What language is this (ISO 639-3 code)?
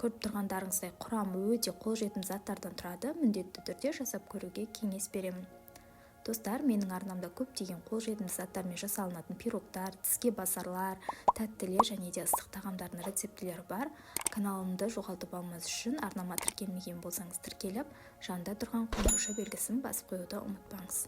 kaz